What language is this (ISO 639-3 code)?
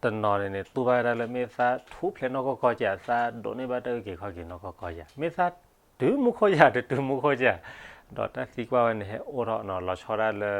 ksw